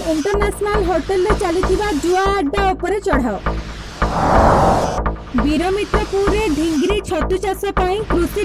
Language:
Odia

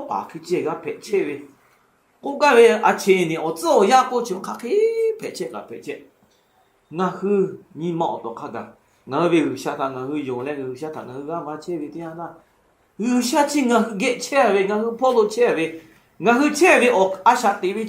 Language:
Lahu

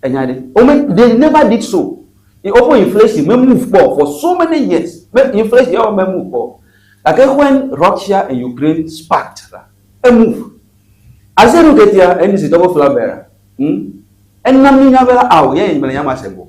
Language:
Ewe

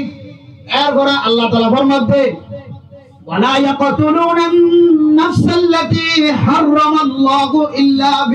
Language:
Rohingya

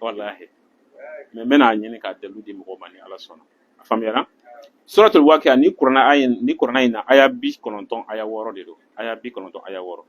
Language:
Bambara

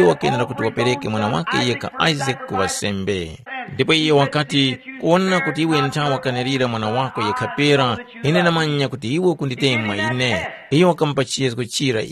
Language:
Tumbuka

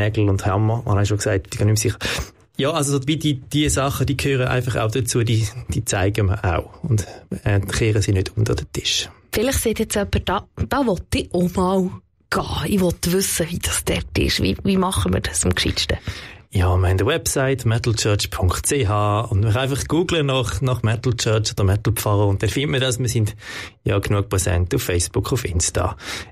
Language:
Swiss German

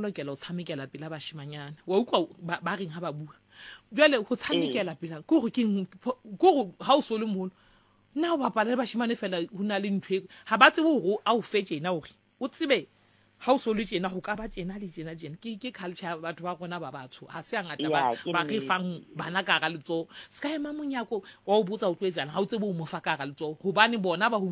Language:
Southern Sotho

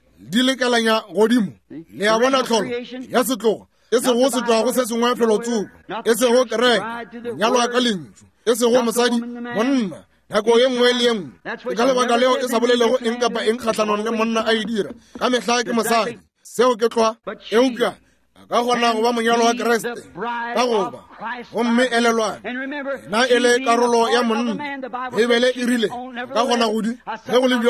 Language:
Northern Sotho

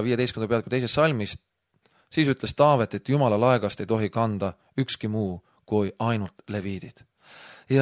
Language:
Estonian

